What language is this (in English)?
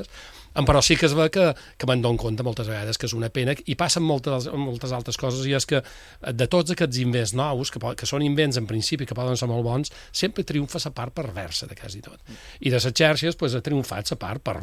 Catalan